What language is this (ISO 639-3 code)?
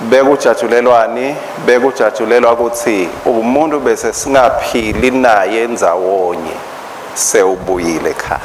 ssw